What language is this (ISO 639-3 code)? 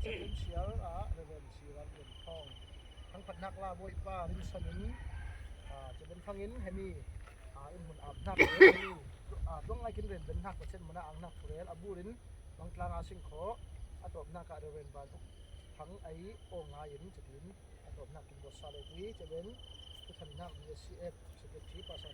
cfm